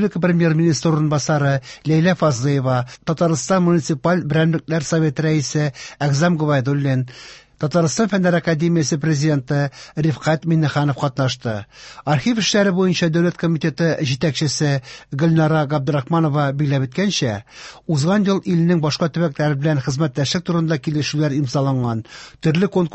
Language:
Tatar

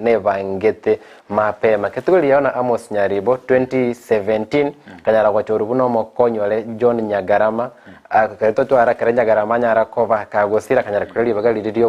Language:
Gusii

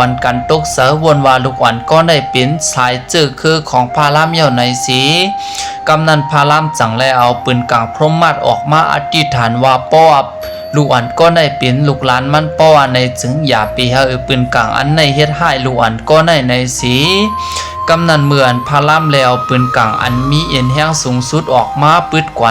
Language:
Shan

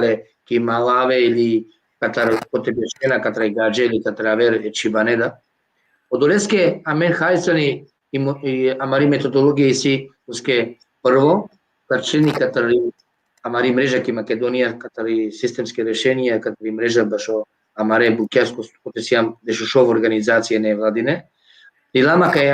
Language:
Balkan Romani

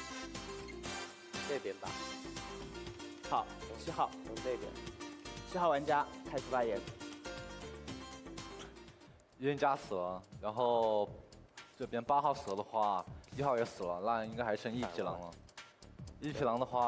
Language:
Chinese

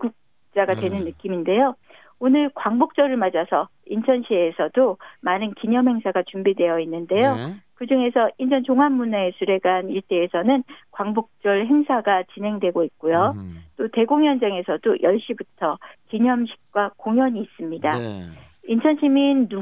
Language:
Korean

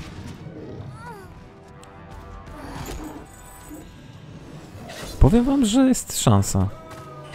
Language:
Polish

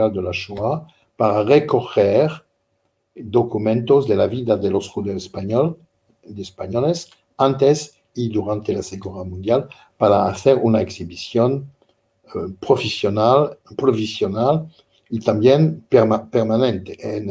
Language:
Ladino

